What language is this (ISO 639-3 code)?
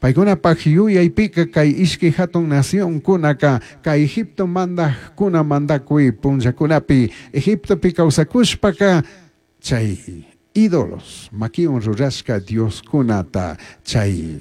qug